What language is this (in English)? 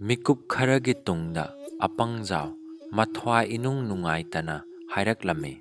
Manipuri